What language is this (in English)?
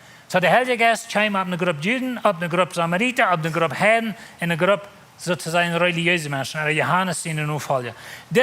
Plautdietsch